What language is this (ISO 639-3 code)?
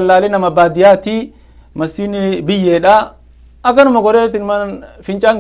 orm